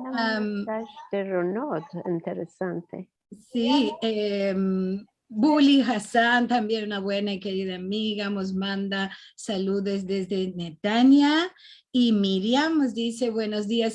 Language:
Ladino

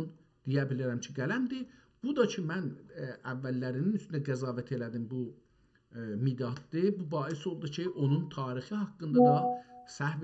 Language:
South Azerbaijani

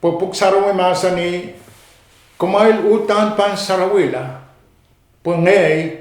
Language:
Pohnpeian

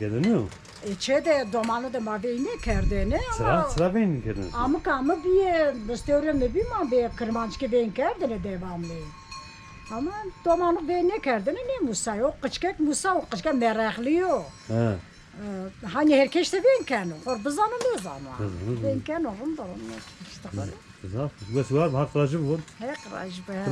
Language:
Zaza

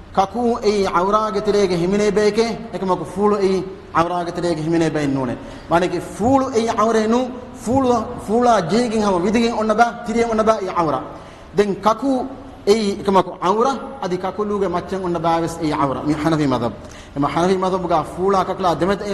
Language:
Divehi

